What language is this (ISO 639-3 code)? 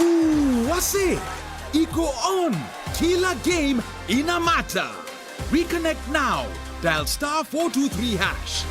mer